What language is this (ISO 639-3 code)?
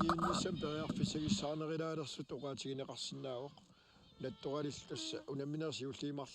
kal